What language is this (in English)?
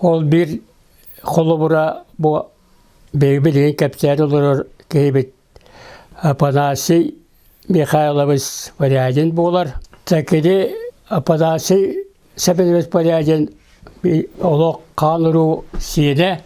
Yakut